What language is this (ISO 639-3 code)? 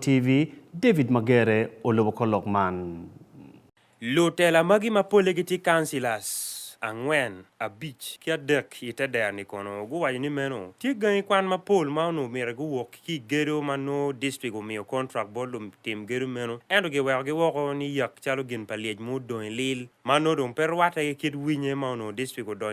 ach